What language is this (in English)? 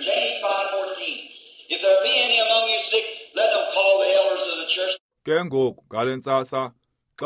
Xhosa